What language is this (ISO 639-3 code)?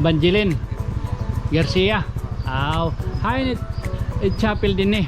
war